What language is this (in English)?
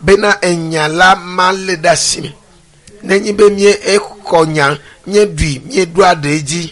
Ewe